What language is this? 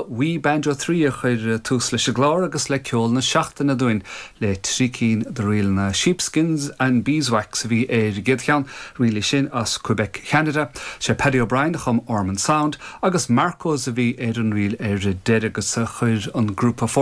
Irish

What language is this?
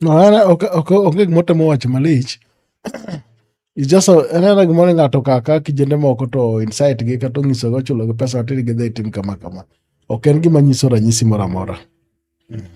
Luo (Kenya and Tanzania)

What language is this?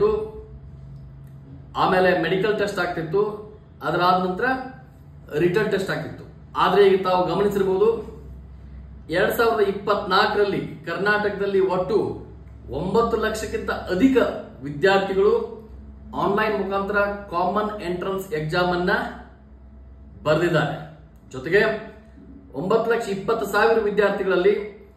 Kannada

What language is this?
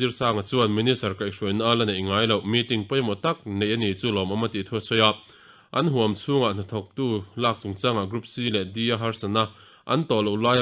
Mizo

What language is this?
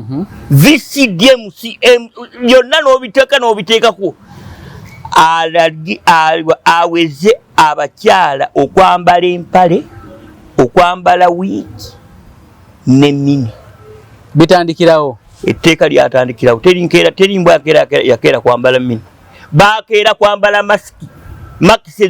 Ganda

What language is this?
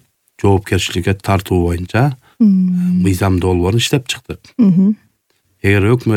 Kyrgyz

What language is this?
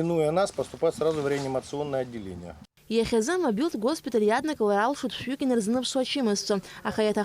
Abkhazian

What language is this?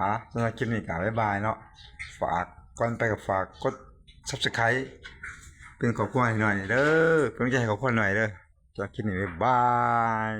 Northeastern Thai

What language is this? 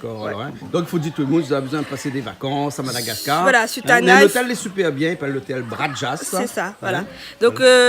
Réunion Creole French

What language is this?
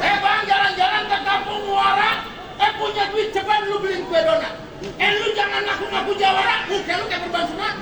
Betawi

